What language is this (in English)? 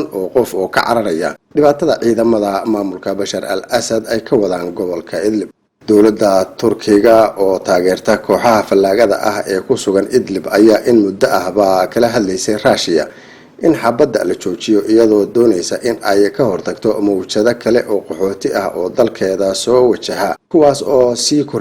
Somali